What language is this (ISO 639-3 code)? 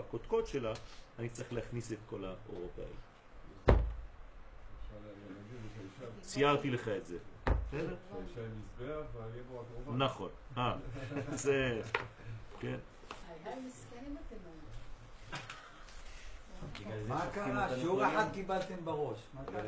heb